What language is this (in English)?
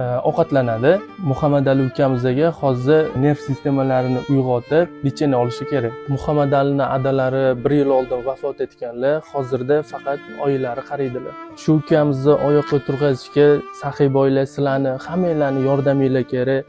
Uzbek